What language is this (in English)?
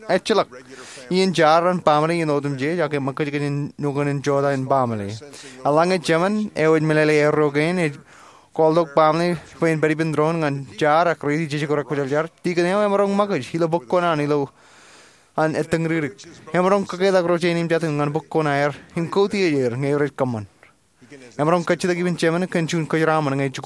Marshallese